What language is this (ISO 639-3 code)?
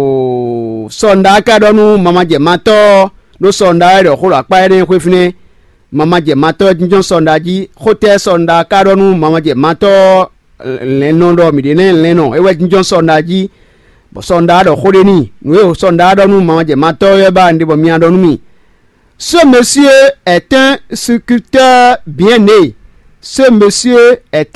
fon